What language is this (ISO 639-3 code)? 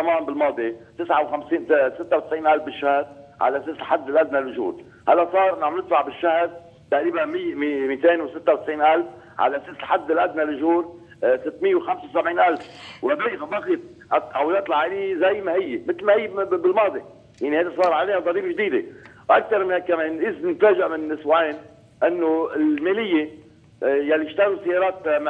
apc